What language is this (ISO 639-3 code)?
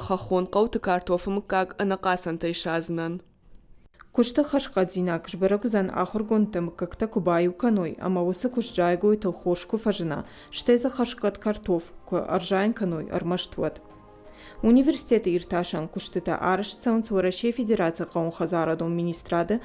oss